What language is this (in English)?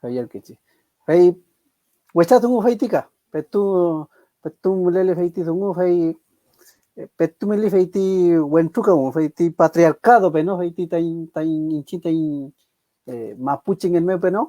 Mapuche